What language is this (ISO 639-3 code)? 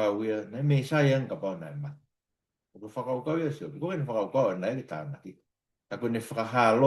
ton